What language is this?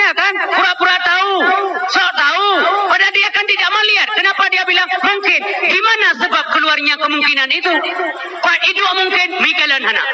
Achinese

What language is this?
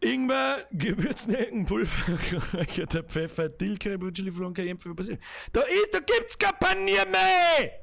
Bavarian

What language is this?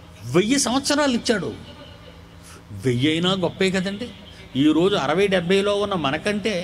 Telugu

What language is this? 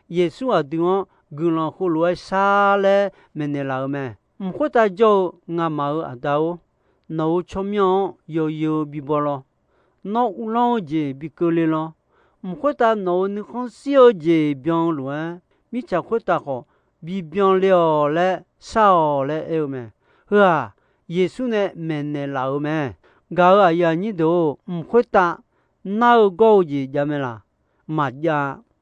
Akha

